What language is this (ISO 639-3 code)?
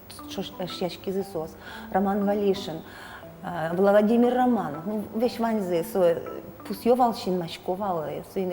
udm